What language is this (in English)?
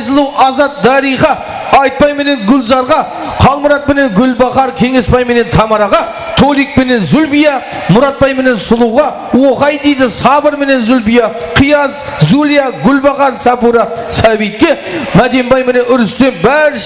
Kara-Kalpak